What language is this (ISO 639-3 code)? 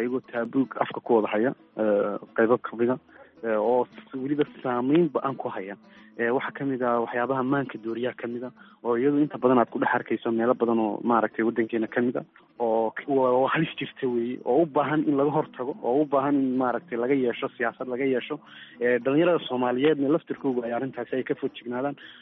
som